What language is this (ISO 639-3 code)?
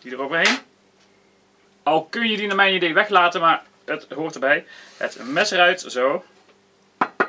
nld